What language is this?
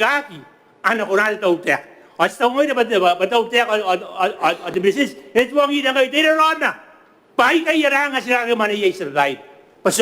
Gilbertese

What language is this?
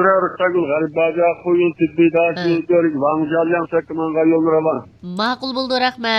Uyghur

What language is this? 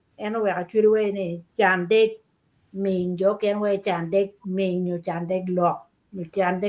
Acoli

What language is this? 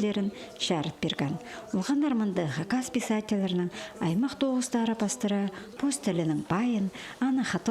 Khakas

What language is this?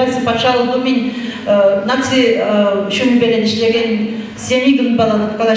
Chuvash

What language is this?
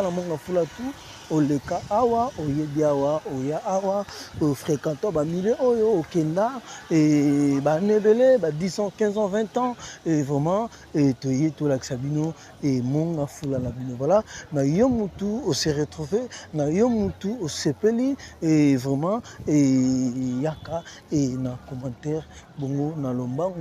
Lingala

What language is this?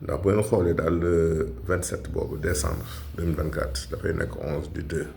Wolof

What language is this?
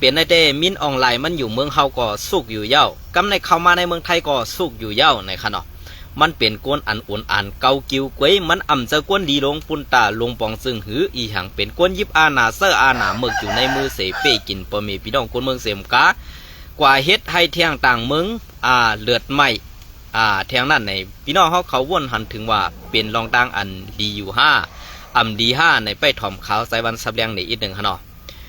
Shan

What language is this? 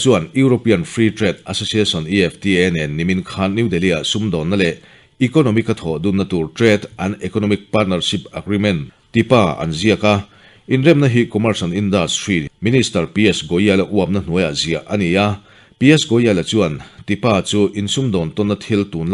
Mizo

